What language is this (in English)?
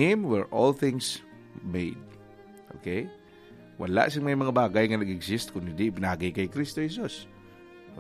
Filipino